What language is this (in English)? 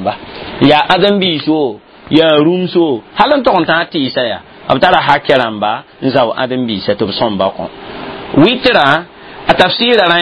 Mossi